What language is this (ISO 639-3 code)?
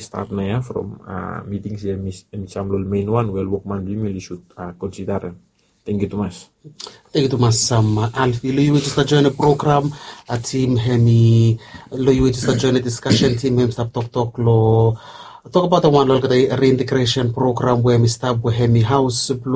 bis